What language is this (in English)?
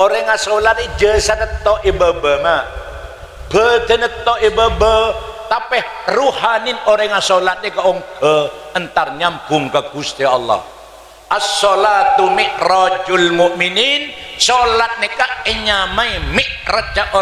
Madurese